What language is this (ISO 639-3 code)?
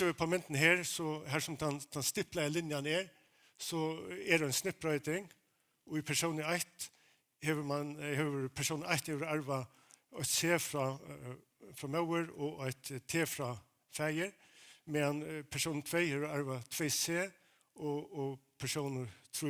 fao